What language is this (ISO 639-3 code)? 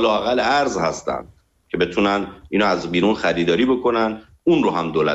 fas